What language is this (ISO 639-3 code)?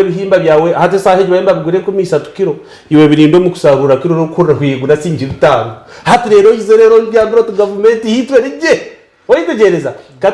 nyn